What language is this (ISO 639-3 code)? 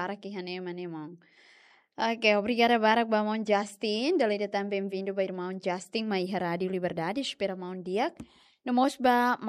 tet